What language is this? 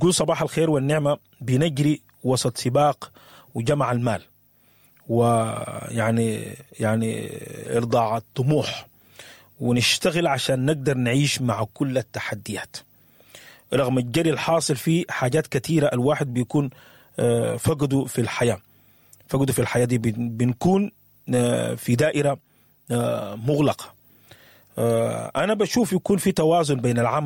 Sudanese Arabic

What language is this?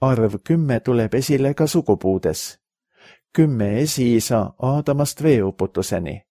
Estonian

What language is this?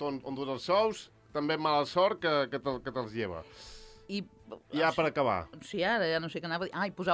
Catalan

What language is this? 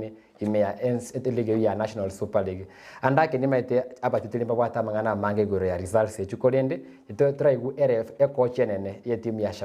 Gusii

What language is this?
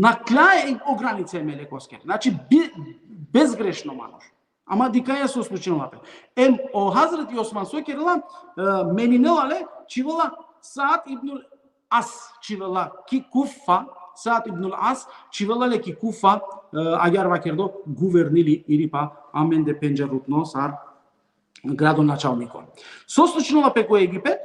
Balkan Romani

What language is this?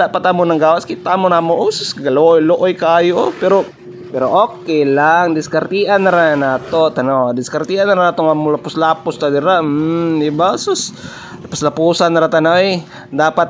Cebuano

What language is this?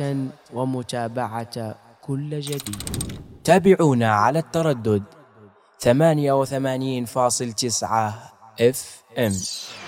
Arabic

